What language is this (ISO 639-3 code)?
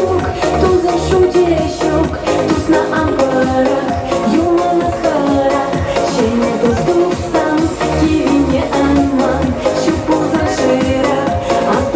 chv